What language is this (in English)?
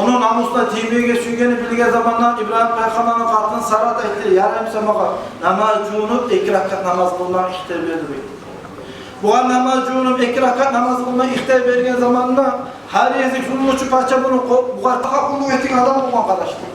Kumyk